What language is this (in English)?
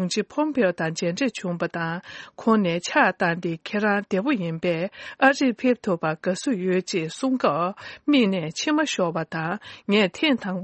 Tibetan